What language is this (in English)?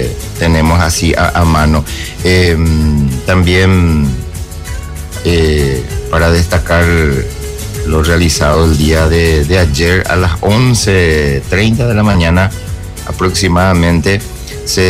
Spanish